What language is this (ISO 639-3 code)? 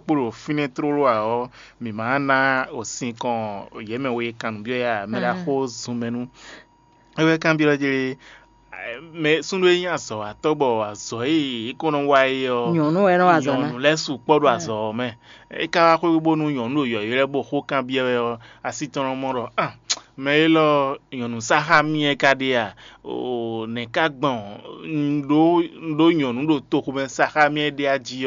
fon